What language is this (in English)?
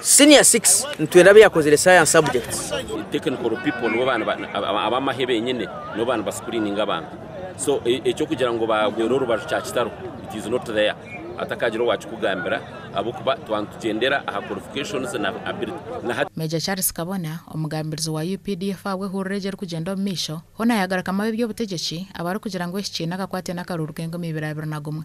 Nyankole